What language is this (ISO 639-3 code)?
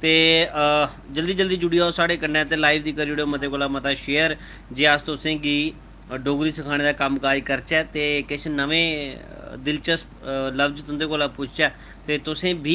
doi